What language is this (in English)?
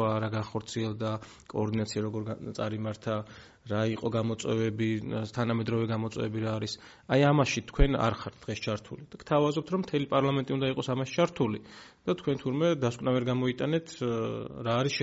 Georgian